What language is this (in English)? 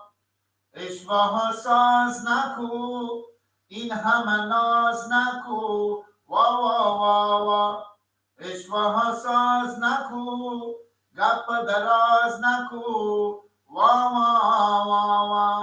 Persian